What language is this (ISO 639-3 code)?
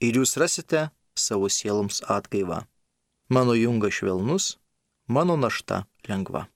lit